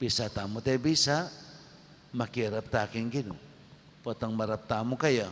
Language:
Pampanga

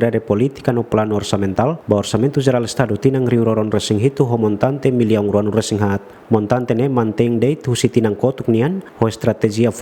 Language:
Tetum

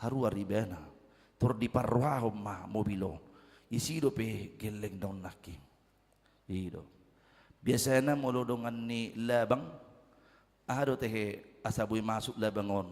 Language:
Batak Toba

